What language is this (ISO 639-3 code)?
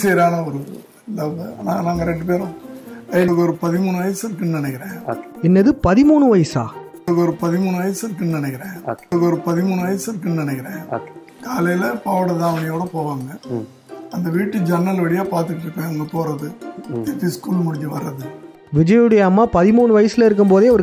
tam